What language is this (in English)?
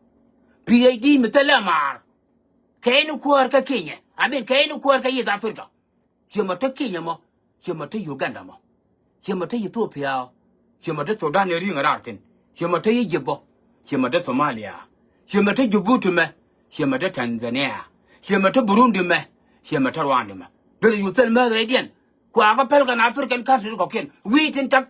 Nuer